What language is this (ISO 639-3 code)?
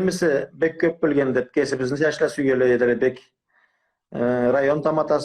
krc